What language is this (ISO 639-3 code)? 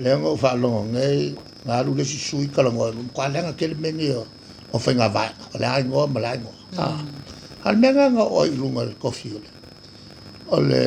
smo